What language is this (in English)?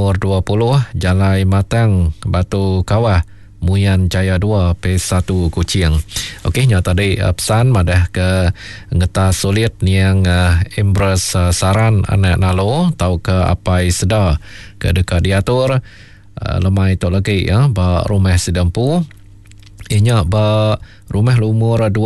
Iban